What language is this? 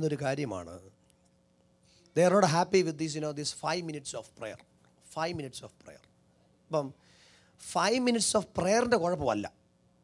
Malayalam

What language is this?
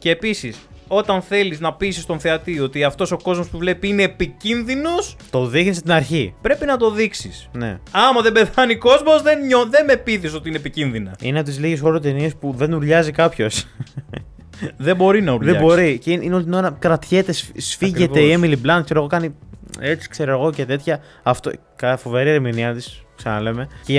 Greek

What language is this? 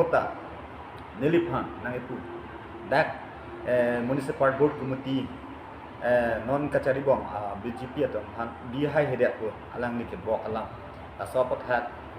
Karbi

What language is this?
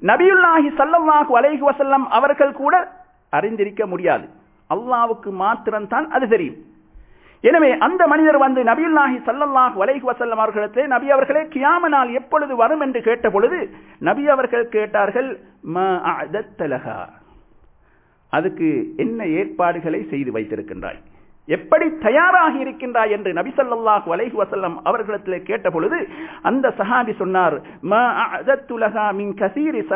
Tamil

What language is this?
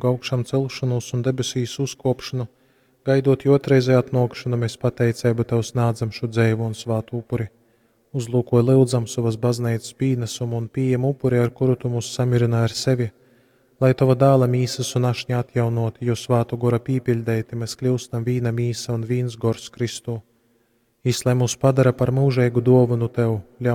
Latgalian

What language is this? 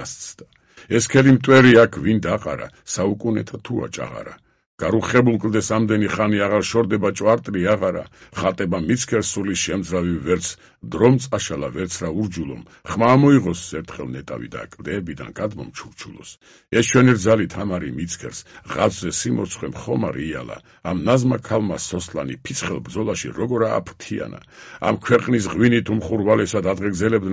Georgian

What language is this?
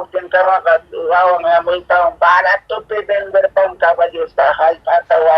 Quechua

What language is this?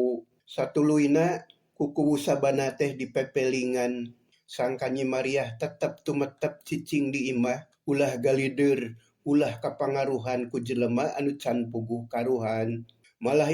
Sundanese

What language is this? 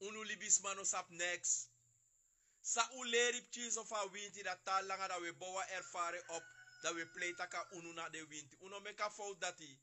Sranan Tongo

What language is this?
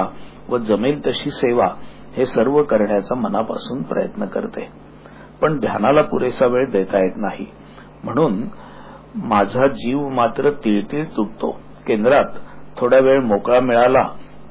Marathi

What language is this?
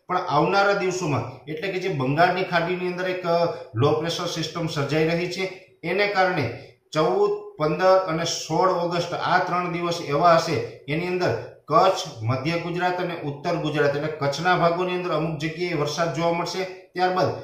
Gujarati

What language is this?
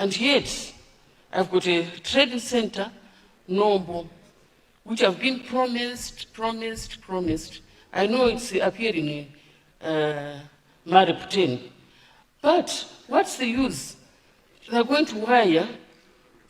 Nyanja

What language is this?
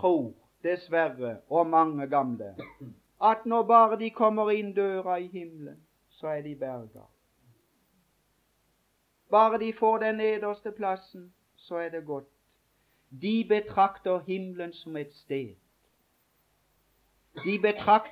Norwegian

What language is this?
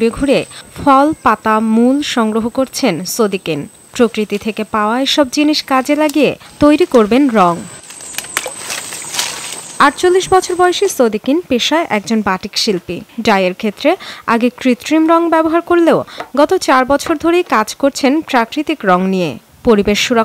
Bangla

